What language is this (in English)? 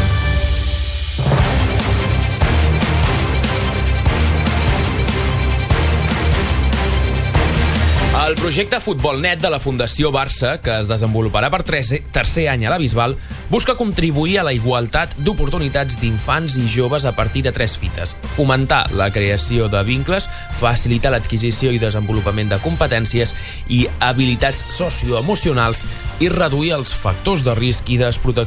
Catalan